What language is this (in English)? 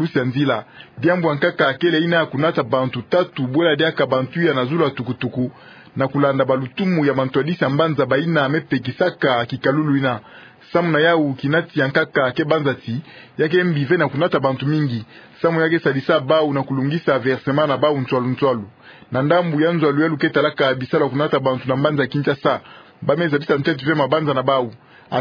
Kituba (Democratic Republic of Congo)